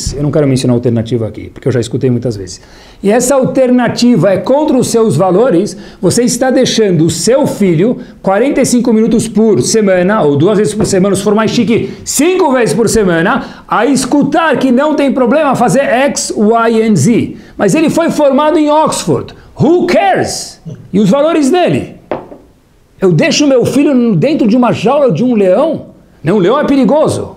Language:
Portuguese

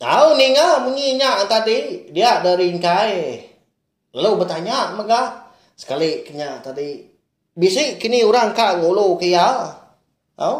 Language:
Iban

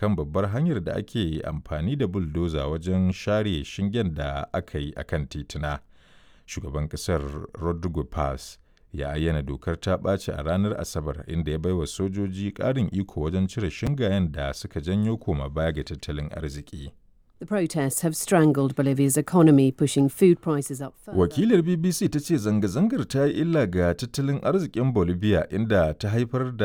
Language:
Hausa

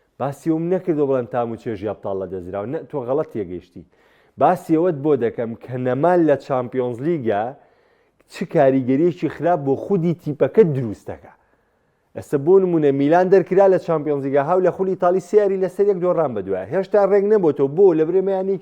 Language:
Central Kurdish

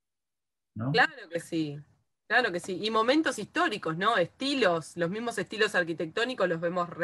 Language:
Spanish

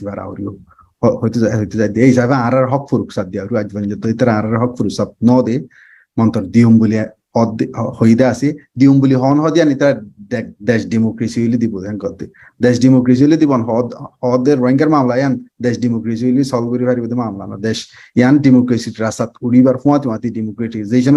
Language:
Rohingya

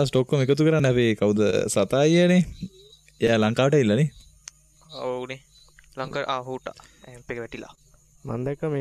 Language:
Sinhala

